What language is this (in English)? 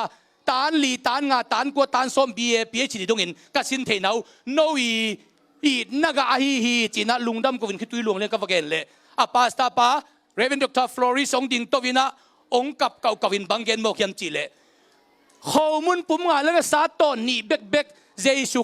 Tedim Chin